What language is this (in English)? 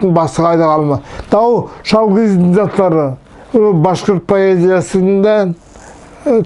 Nogai